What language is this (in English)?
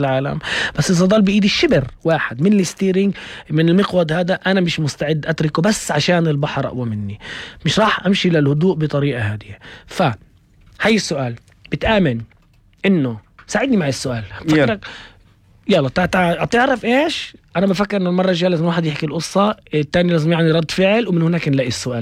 North Levantine Arabic